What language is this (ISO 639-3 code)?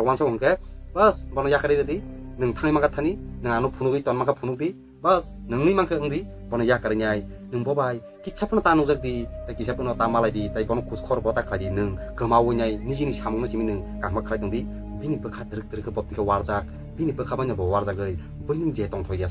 trp